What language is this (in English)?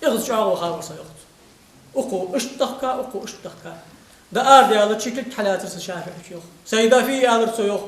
Ingush